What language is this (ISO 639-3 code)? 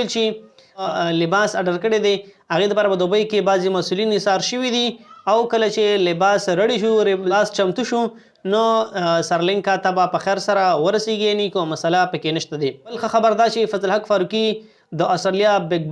pus